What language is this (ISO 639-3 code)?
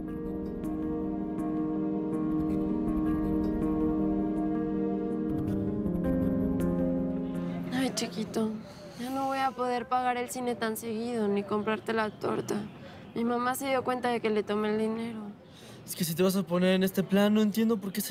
spa